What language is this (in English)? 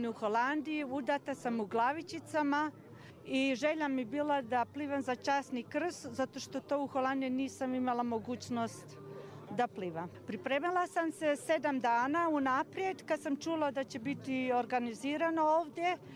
Serbian